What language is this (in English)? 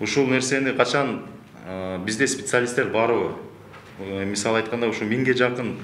Kyrgyz